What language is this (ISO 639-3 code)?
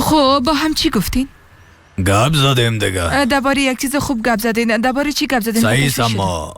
fas